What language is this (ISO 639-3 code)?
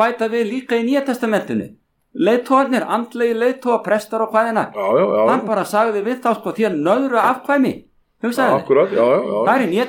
isl